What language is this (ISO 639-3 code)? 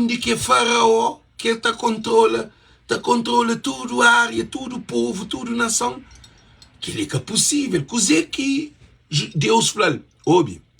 kea